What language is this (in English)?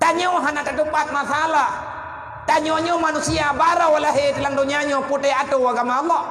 Achinese